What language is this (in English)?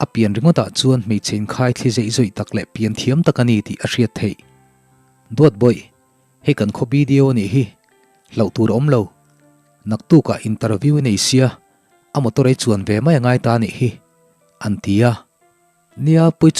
Mizo